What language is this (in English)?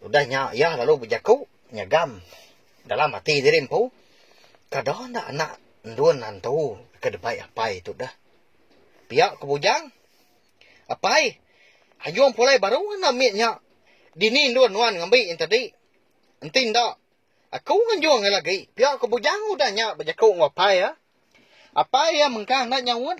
Iban